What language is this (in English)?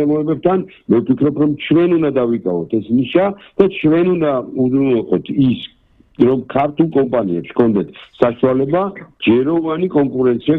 Georgian